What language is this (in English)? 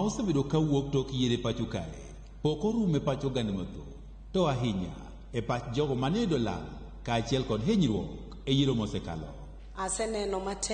Luo (Kenya and Tanzania)